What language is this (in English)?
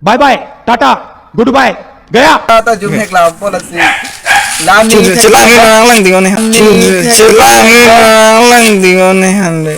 Karbi